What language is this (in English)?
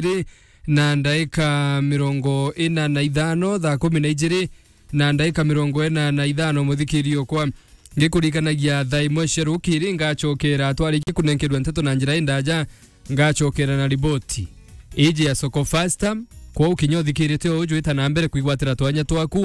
Meru